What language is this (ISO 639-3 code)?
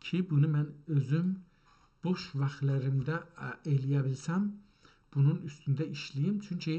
azb